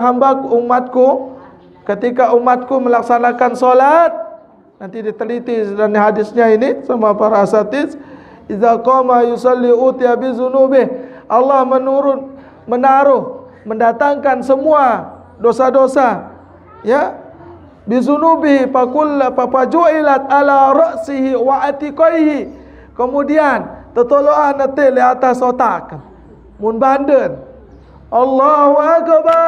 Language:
Sasak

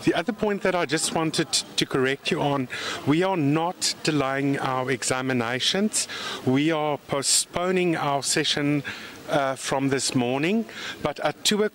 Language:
English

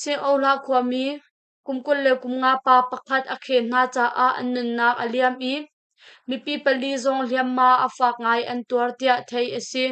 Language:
Hakha Chin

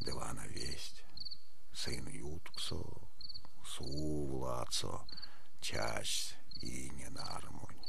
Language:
Erzya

